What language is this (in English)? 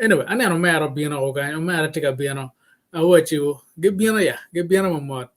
Acoli